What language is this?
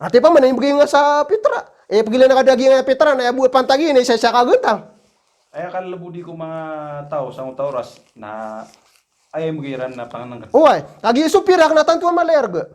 Maranao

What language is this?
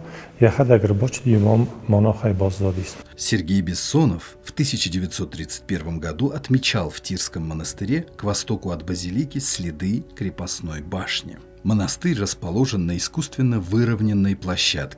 Ossetic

